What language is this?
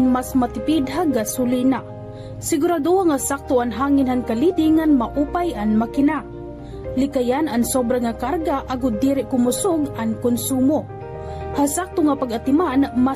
Waray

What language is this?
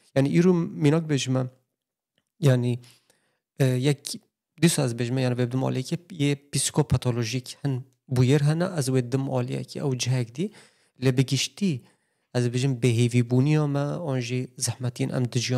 Kurdish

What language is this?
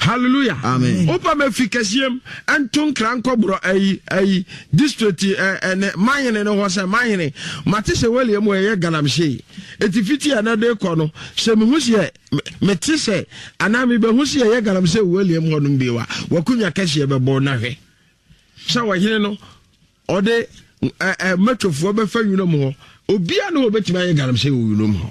Akan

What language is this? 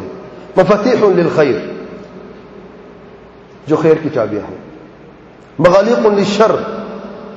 Urdu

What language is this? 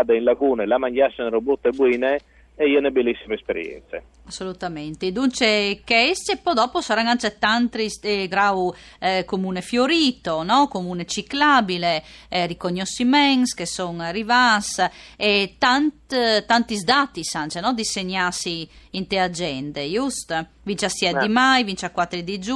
Friulian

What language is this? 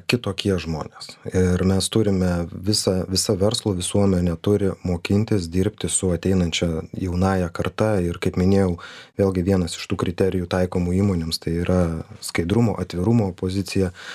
Lithuanian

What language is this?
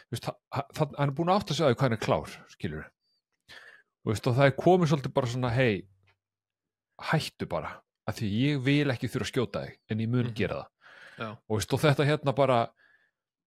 Icelandic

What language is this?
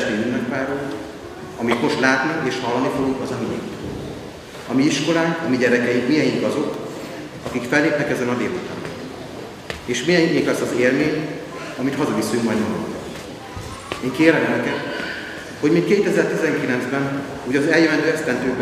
Hungarian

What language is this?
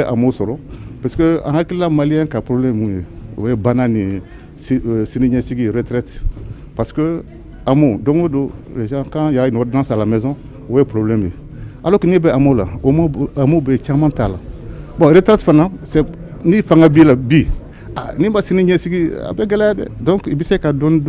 Bambara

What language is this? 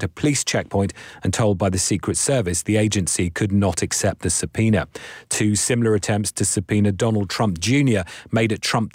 English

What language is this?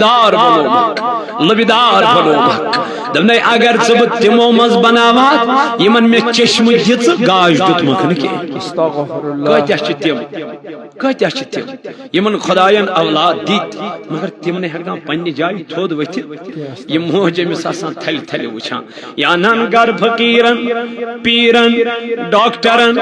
Kashmiri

